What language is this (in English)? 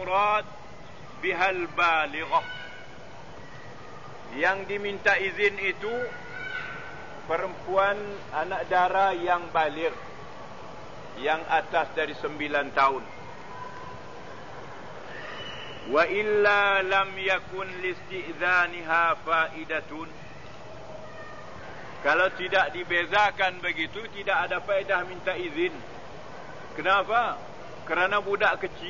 Malay